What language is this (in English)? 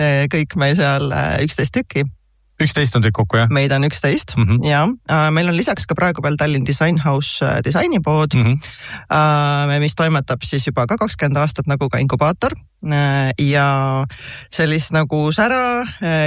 Estonian